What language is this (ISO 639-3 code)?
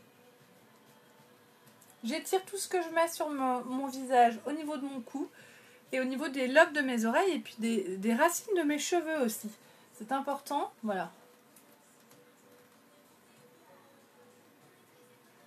fra